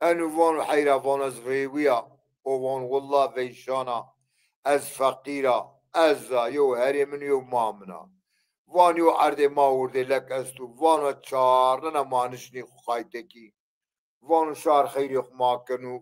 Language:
Zaza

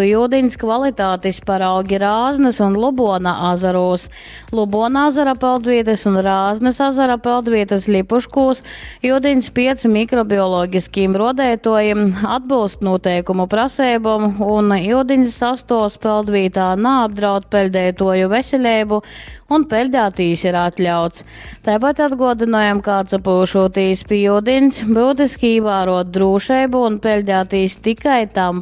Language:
Latgalian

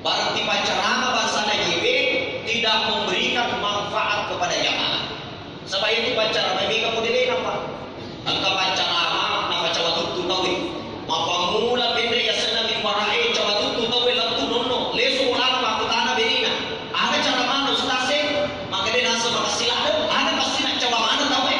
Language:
Buginese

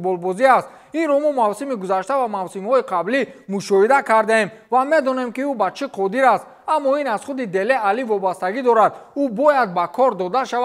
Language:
Tajik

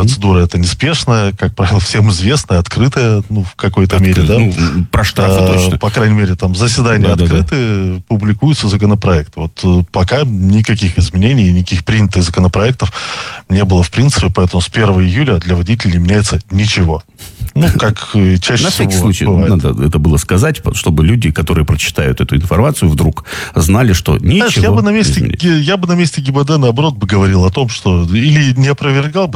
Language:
Russian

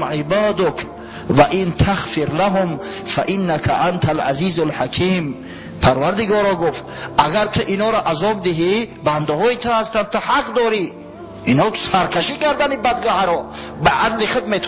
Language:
Tajik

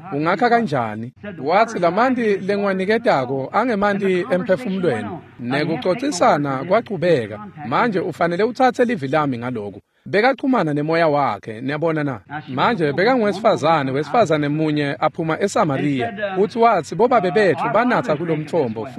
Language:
Swati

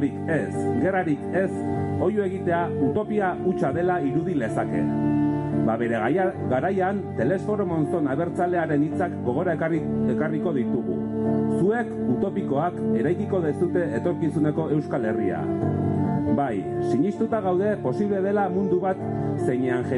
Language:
Basque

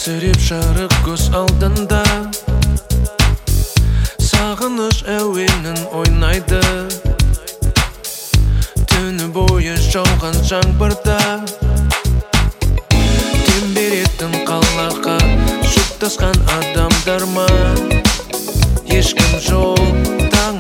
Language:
Kazakh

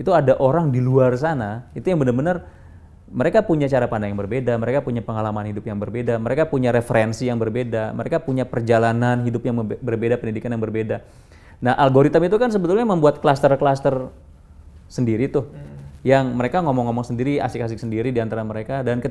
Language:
Indonesian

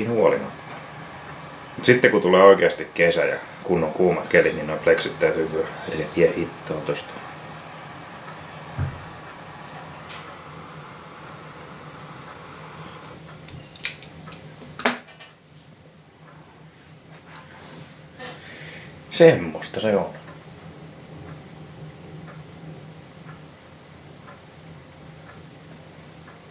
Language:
Finnish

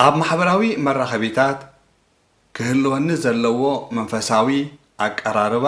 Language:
Tigrinya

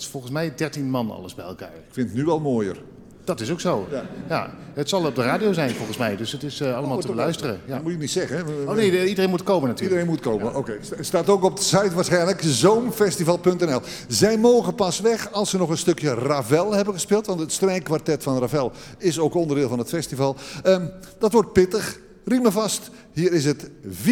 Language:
Dutch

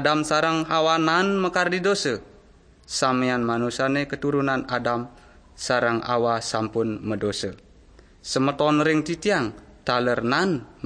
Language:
Balinese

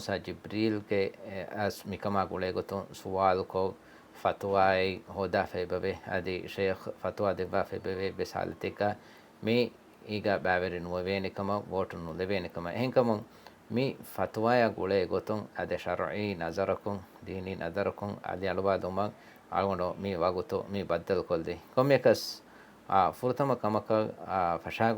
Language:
Divehi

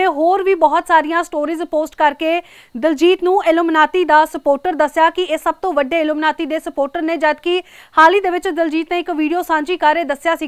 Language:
Punjabi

